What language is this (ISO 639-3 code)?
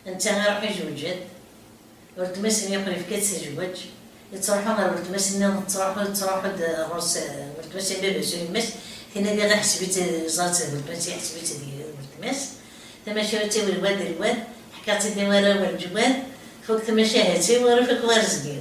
kab